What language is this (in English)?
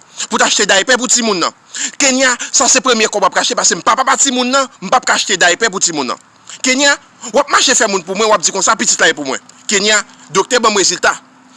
Haitian Creole